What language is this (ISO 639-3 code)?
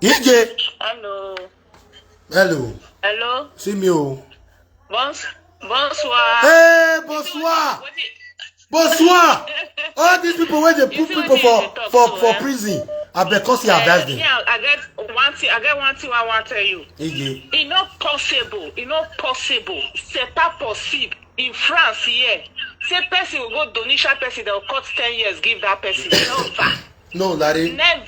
pcm